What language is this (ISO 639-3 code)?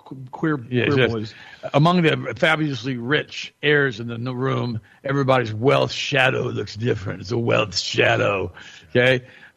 eng